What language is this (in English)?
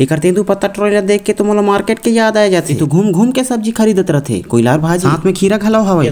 Chhattisgarhi